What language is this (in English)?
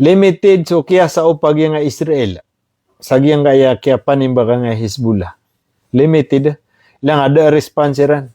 Maranao